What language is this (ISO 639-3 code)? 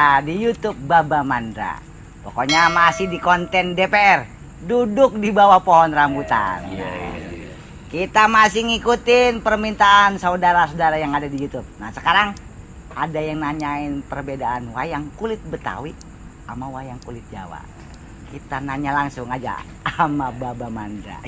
bew